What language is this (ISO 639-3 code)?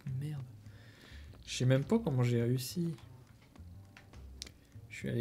fra